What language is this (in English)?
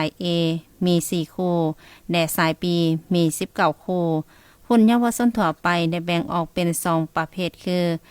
Lao